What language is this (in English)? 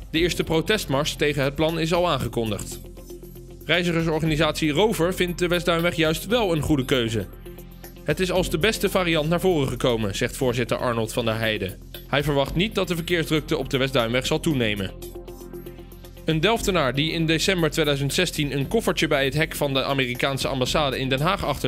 Dutch